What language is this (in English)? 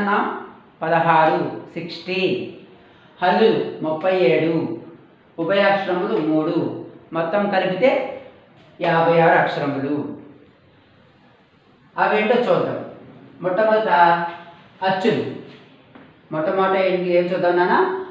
Telugu